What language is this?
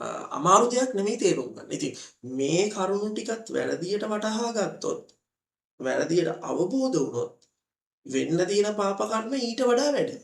Sinhala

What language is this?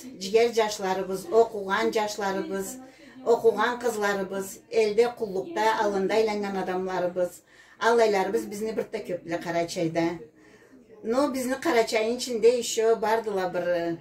Karachay-Balkar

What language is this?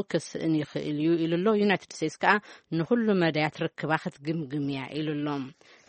Tigrinya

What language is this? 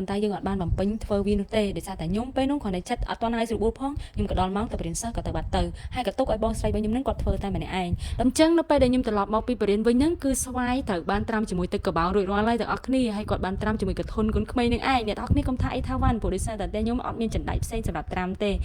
Khmer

